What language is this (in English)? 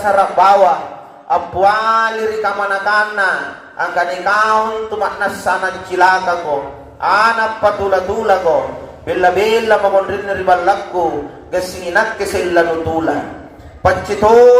Makasar